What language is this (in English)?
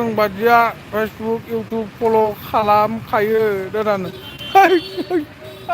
Bodo